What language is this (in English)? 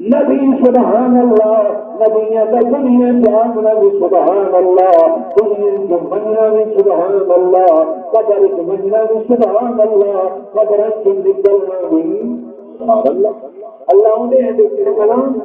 Saraiki